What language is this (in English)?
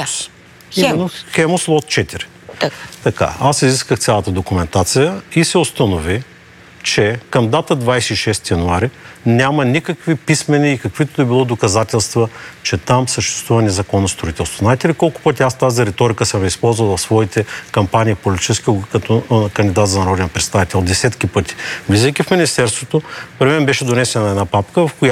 Bulgarian